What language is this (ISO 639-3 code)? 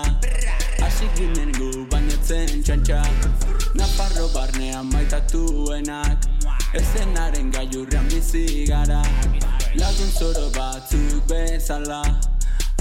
eus